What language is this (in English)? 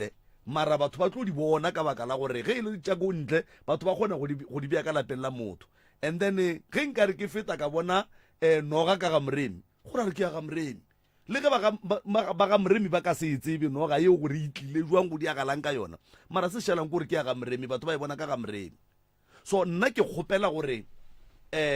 Northern Sotho